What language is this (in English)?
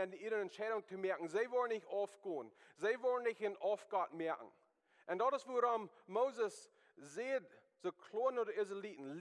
Plautdietsch